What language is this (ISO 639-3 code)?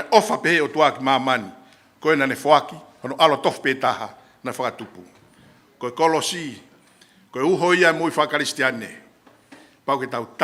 ton